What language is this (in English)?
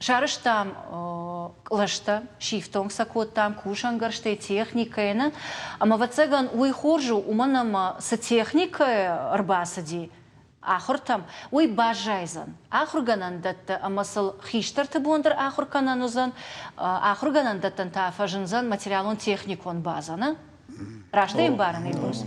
Ossetic